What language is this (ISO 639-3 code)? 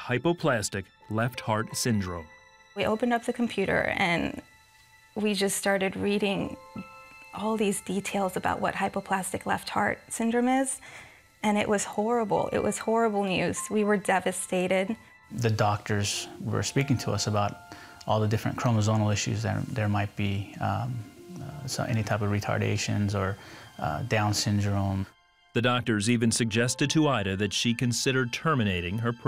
eng